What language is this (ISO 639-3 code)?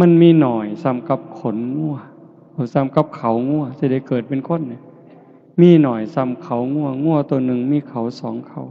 tts